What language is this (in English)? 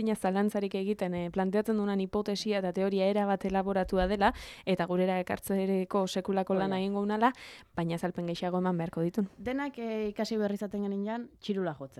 Basque